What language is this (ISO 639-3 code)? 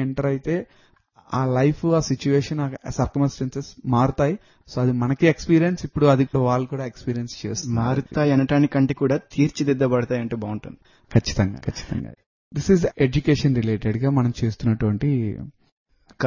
tel